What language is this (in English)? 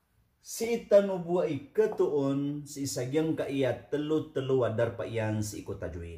Maranao